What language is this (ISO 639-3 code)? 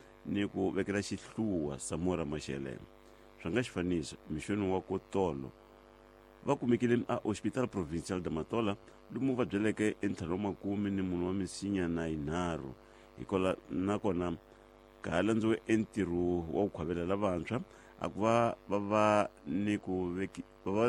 tso